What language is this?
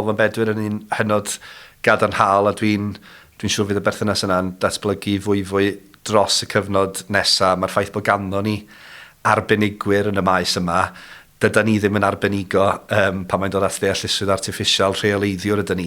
Welsh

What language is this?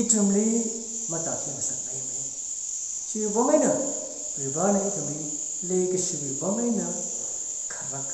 Tangkhul Naga (India)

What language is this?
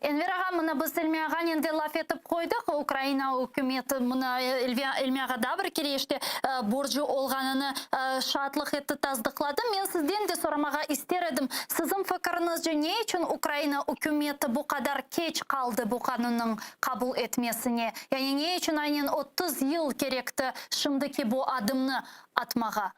Crimean Tatar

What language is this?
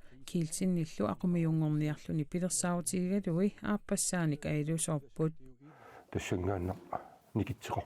Kalaallisut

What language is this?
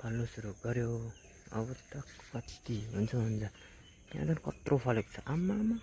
Nepali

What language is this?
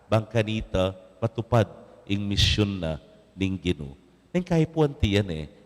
Pampanga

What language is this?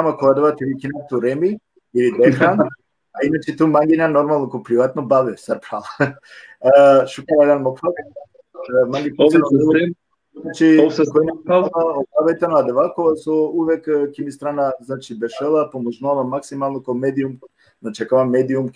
Balkan Romani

